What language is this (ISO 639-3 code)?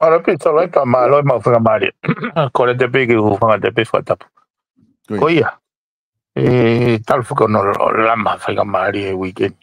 ton